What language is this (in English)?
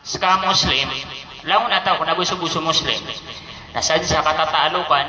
Maranao